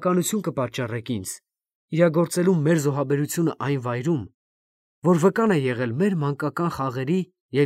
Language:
Armenian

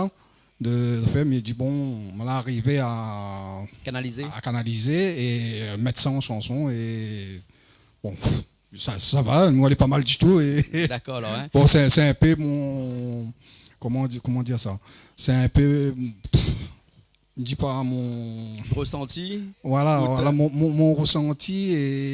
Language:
Réunion Creole French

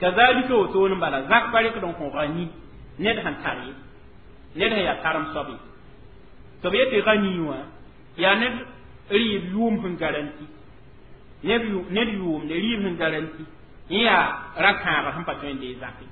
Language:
Mossi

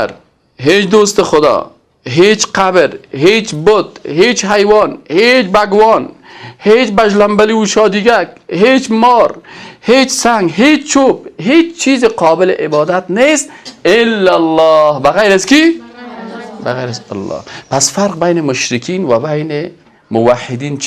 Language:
Persian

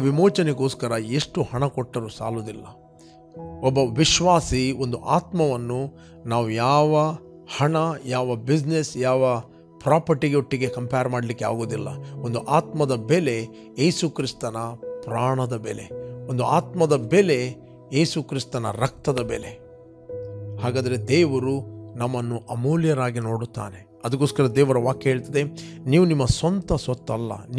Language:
Kannada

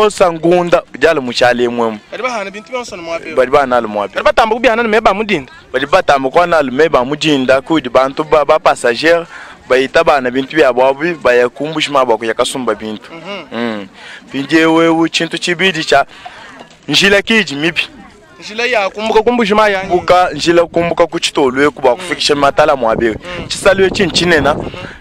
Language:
Luba-Lulua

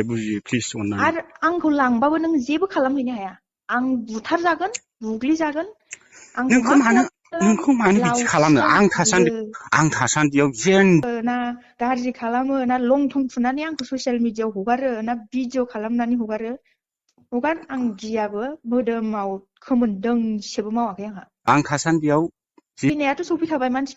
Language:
Bodo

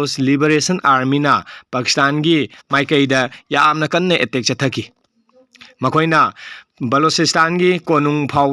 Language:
Manipuri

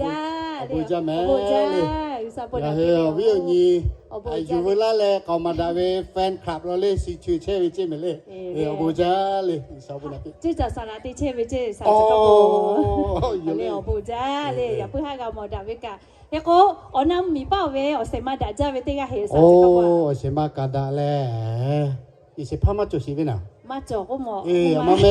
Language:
Lahu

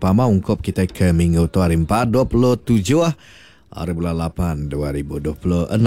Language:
Iban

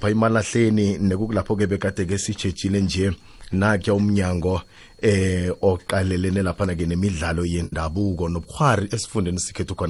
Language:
South Ndebele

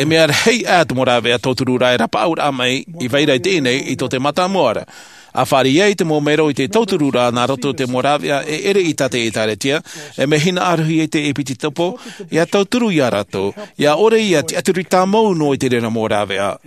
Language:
Tahitian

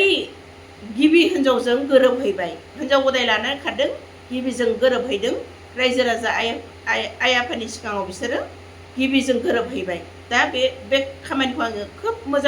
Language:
Bodo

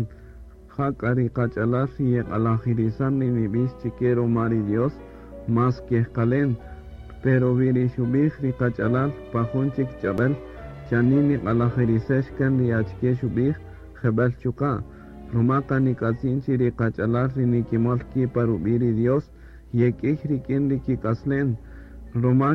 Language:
Kaqchikel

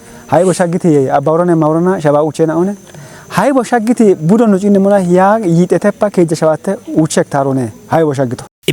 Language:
Kafa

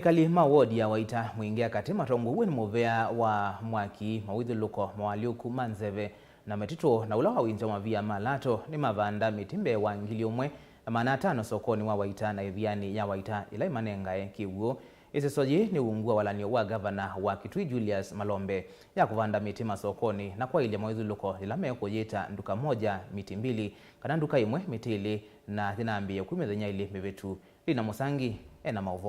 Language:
Kamba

